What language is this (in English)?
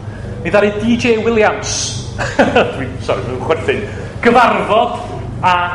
Welsh